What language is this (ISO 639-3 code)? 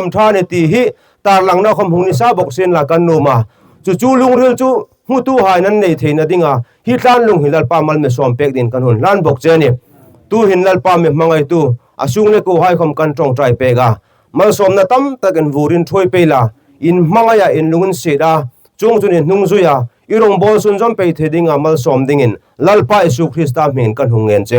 hmr